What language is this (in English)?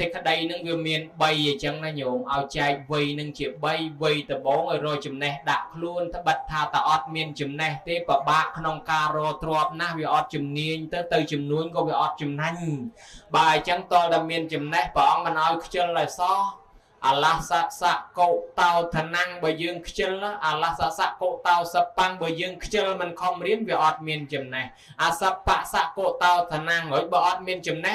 Khmer